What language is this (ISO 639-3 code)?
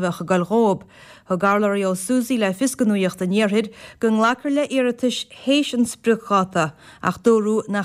gle